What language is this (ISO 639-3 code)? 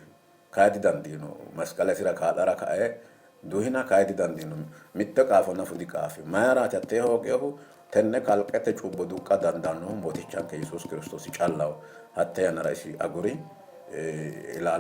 sid